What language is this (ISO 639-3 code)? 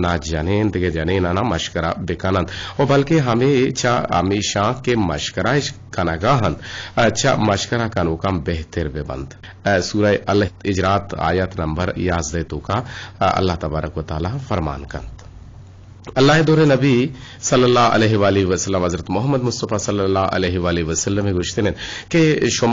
bgp